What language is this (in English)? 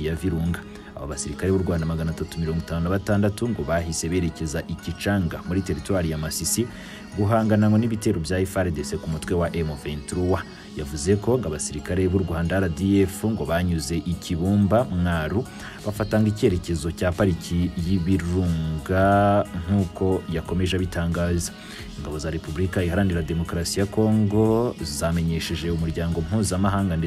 Kinyarwanda